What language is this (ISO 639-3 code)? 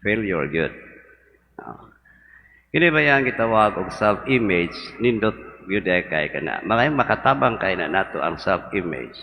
ceb